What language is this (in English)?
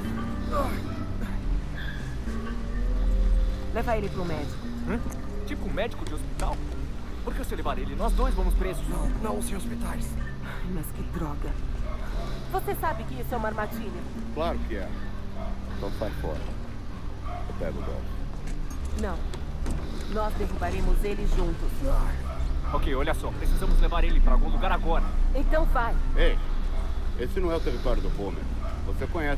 Portuguese